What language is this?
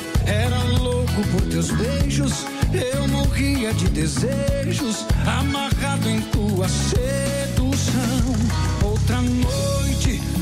Portuguese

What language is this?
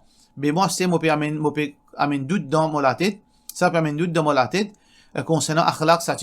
Morisyen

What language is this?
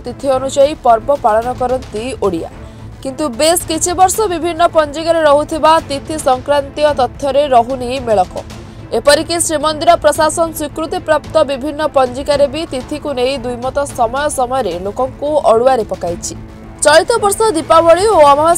Odia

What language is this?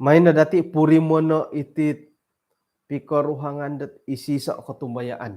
Central Dusun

